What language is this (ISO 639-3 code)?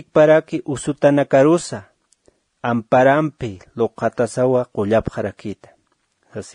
aym